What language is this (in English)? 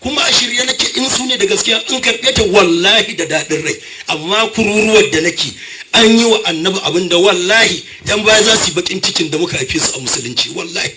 Hausa